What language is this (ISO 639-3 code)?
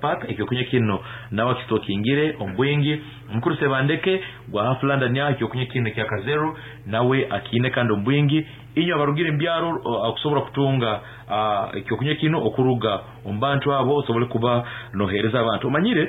nyn